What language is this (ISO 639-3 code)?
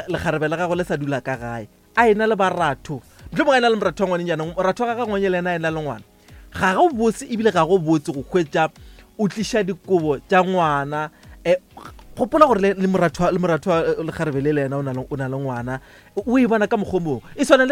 nso